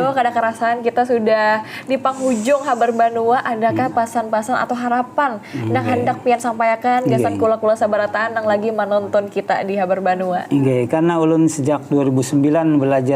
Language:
Banjar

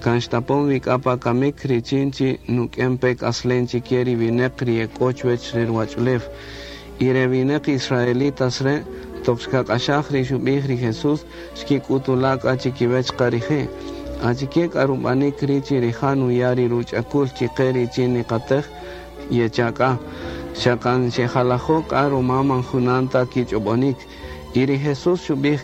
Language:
Kaqchikel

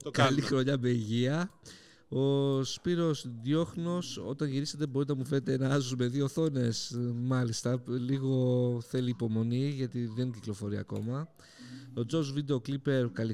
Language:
Greek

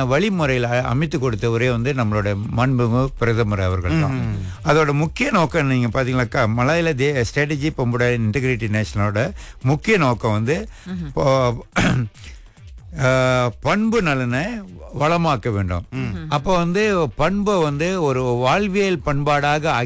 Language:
Tamil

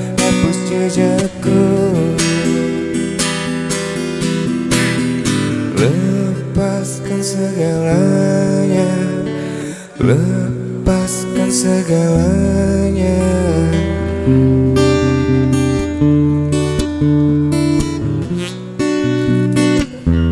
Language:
Indonesian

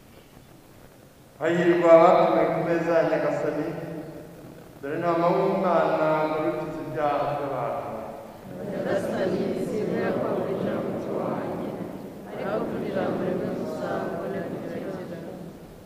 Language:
Kinyarwanda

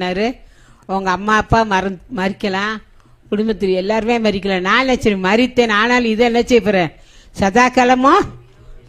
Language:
Tamil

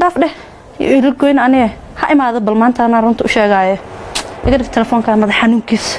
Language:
Somali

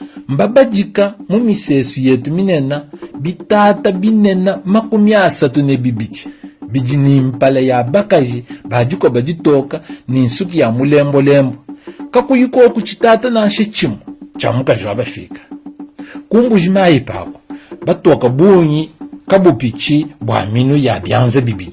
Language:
Luba-Lulua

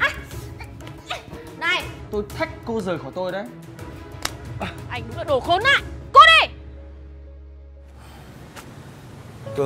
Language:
Vietnamese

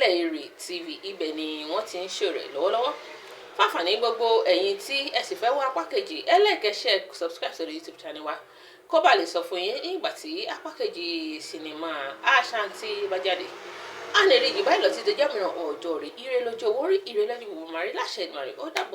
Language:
Yoruba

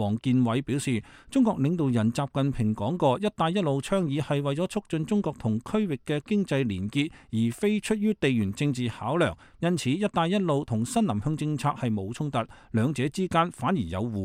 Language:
Cantonese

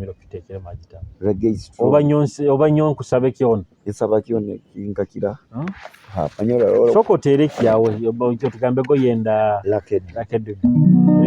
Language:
Nyoro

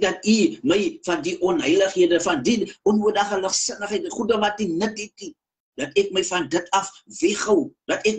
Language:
Afrikaans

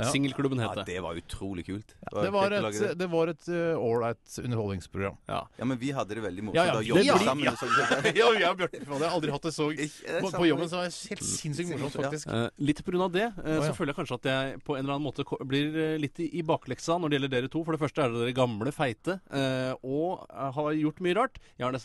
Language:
Norwegian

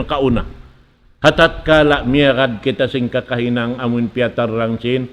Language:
Tausug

